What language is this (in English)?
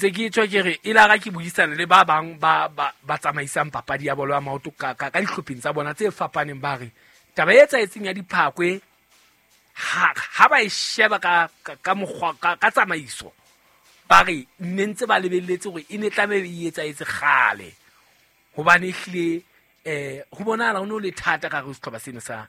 Southern Sotho